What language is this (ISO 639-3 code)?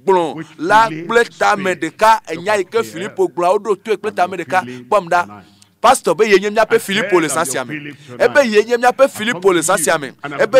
ewe